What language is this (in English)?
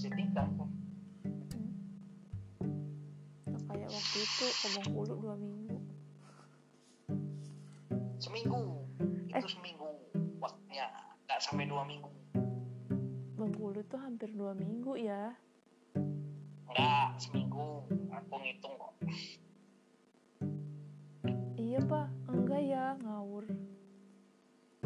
Indonesian